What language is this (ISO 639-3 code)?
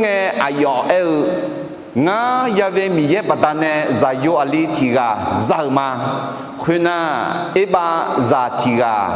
ahk